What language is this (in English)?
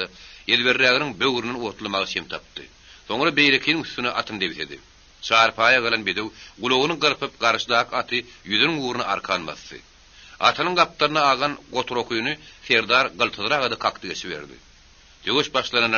Turkmen